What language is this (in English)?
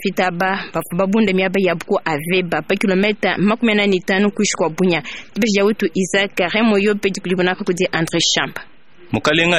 Luba-Lulua